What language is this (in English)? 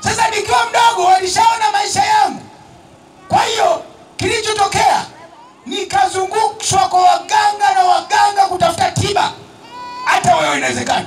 Swahili